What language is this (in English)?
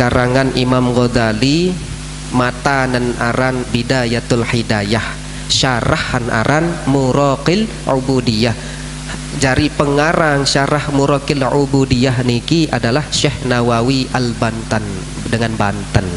Sasak